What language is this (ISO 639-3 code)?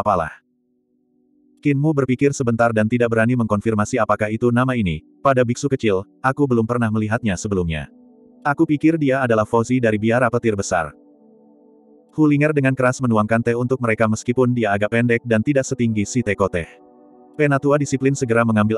ind